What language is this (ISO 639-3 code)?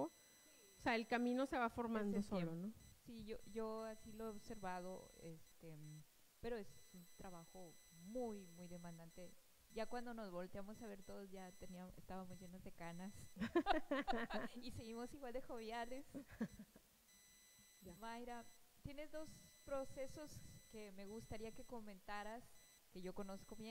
spa